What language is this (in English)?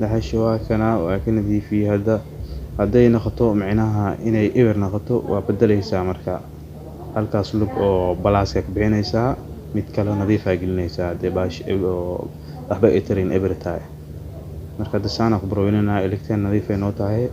Somali